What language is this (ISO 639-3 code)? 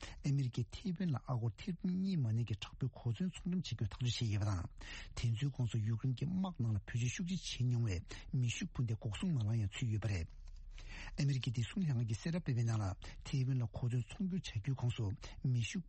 bod